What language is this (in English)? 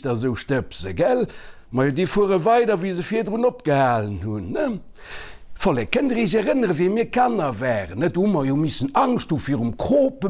Luxembourgish